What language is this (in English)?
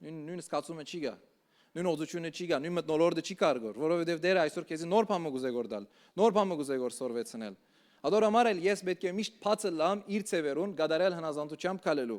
Western Armenian